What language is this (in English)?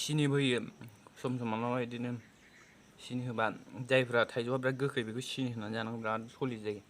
Bodo